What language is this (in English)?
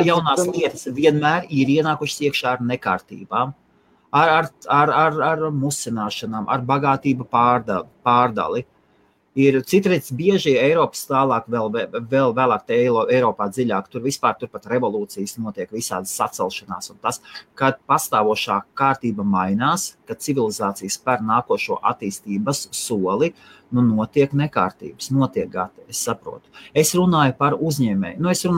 Latvian